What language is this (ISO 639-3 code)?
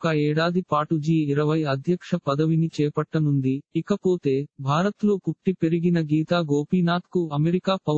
tel